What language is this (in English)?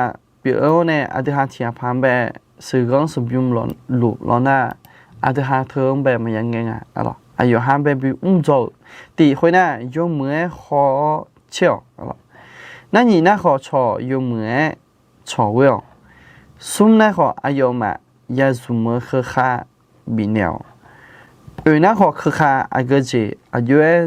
Akha